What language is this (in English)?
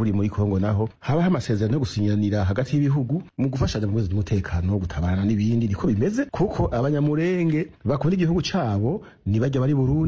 Rundi